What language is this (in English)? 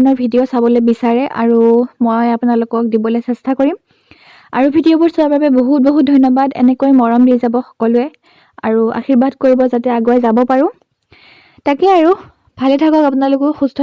Assamese